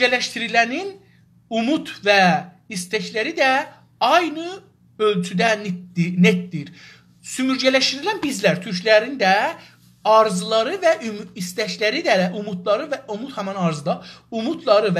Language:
South Azerbaijani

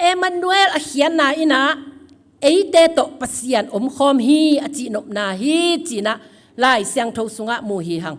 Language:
Tedim Chin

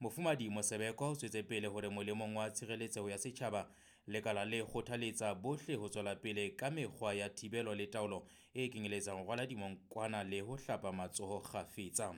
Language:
Southern Sotho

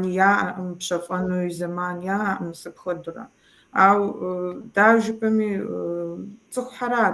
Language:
Kabardian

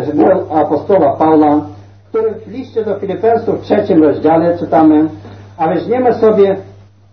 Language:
Polish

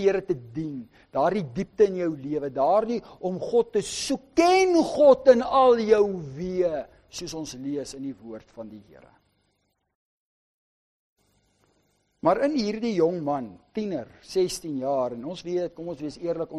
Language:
Afrikaans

